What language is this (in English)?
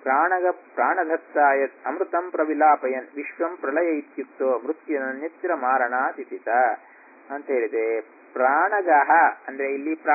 Kannada